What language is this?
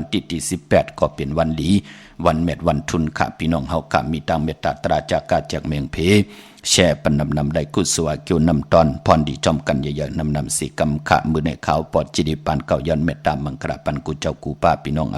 Shan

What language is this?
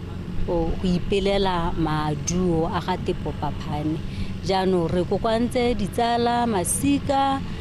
Tswana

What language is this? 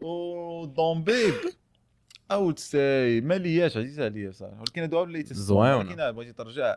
Moroccan Arabic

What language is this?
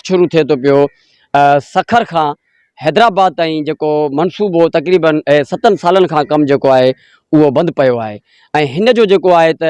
Sindhi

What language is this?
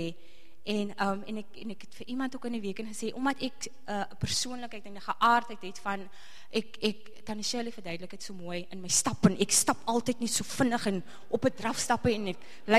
Afrikaans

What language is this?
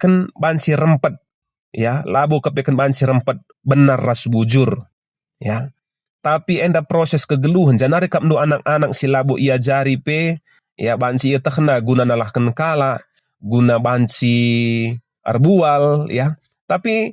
Batak Karo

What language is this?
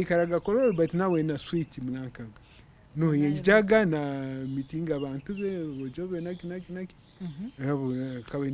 Nyankole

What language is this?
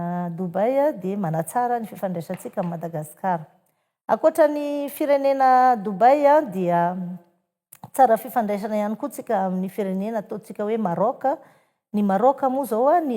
Malagasy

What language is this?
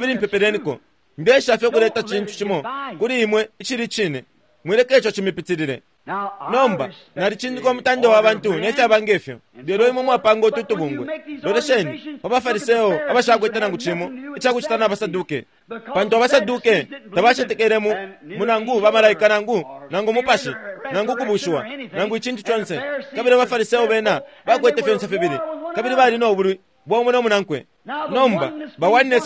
Bemba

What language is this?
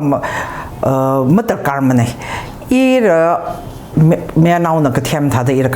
Tangkhul Naga (India)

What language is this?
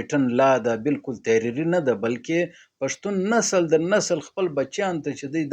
Pashto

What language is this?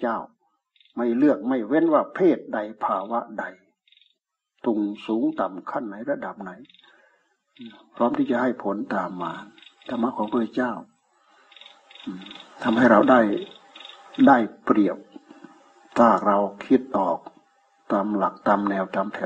Thai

